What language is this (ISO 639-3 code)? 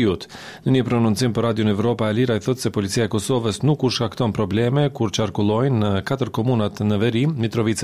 sqi